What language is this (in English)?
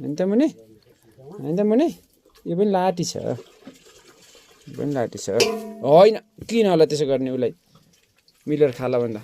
Nepali